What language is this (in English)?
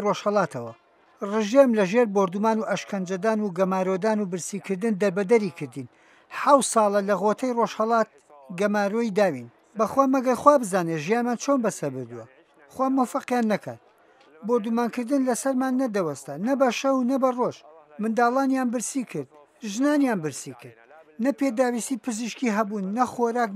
Central Kurdish